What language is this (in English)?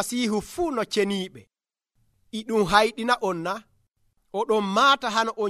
Nigerian Fulfulde